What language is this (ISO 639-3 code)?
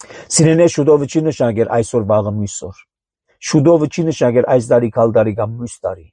hye